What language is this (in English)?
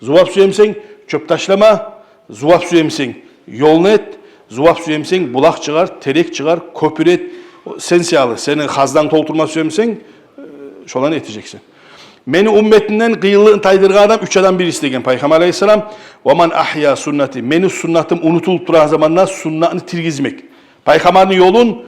Kumyk